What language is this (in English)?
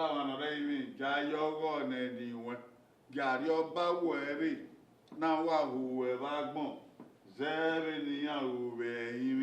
Bini